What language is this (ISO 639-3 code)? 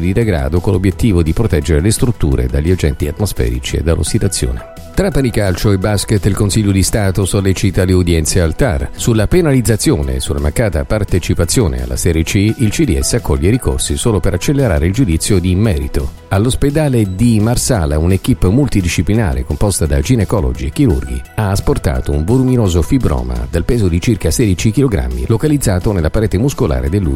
ita